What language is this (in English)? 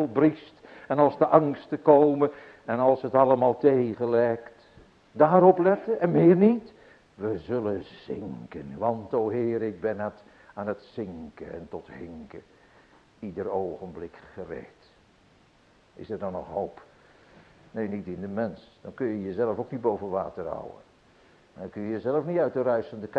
Dutch